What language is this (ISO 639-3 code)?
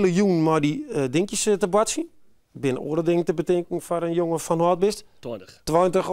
fry